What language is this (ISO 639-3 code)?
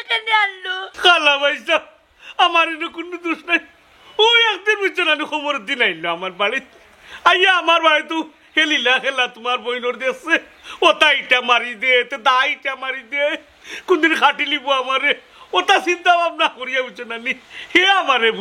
syl